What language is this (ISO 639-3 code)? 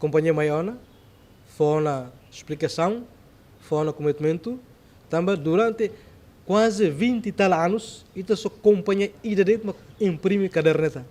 tet